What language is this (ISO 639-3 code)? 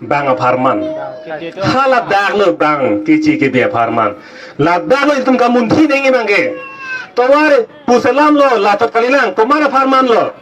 mjw